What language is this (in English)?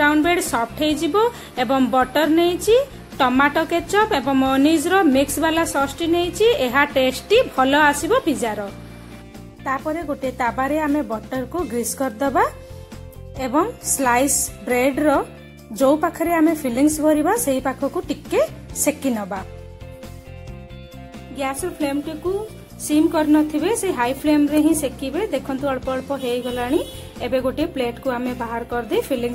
Odia